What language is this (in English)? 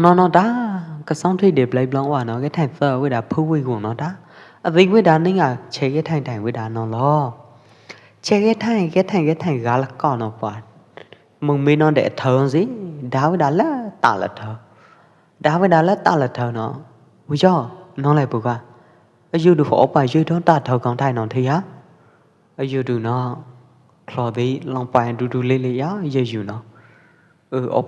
Pwo Eastern Karen